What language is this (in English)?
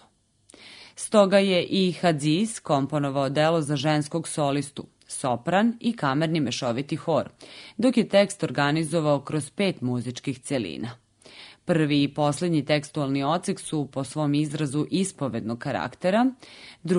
Serbian